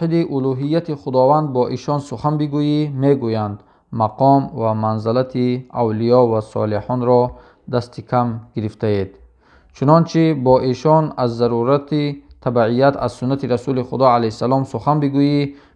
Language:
Tajik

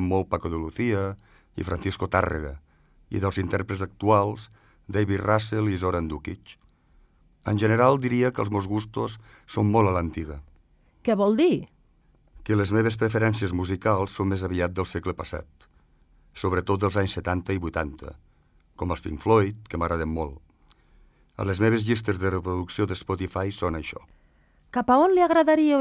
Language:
Catalan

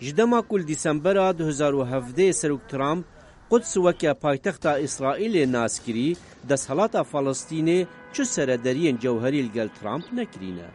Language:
Kurdish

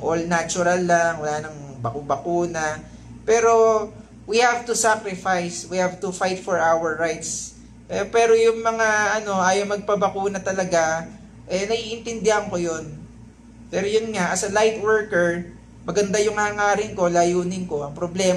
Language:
Filipino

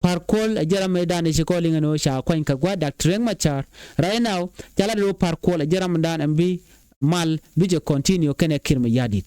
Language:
Nuer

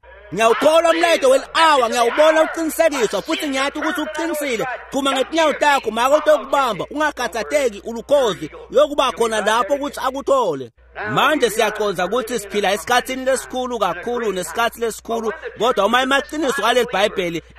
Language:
Swati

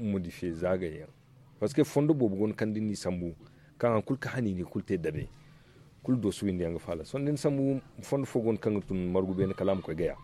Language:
Zarma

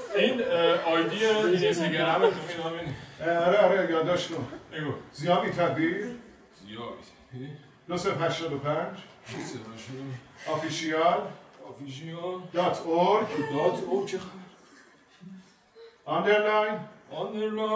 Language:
Persian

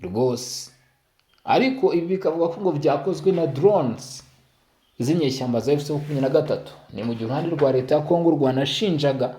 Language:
Kinyarwanda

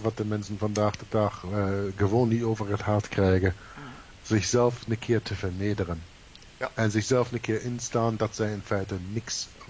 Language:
Dutch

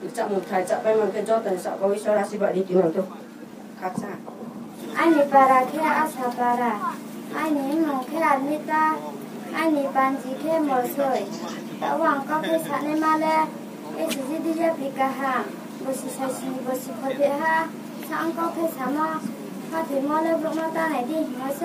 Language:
Riang (India)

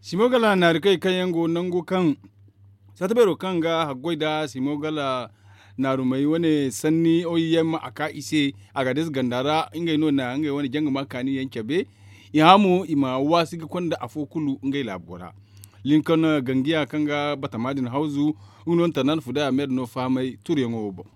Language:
Zarma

